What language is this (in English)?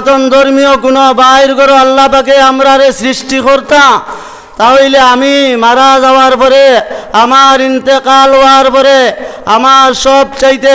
Sylheti